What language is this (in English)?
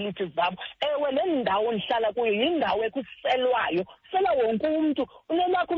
Xhosa